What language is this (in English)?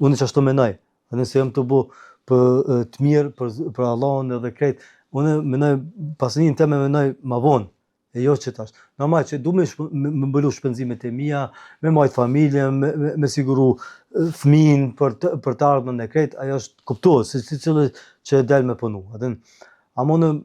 Albanian